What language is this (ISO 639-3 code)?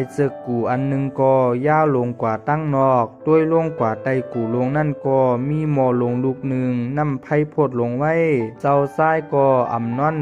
shn